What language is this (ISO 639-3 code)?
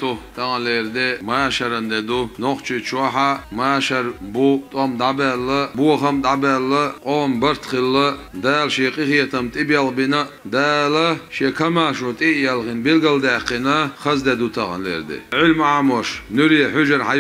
che